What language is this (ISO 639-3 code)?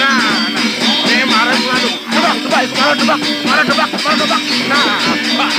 ban